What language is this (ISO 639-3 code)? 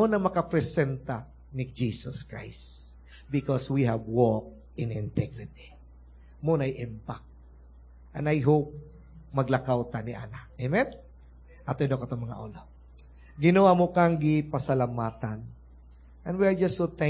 ceb